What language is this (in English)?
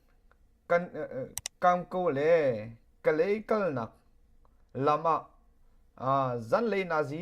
Hakha Chin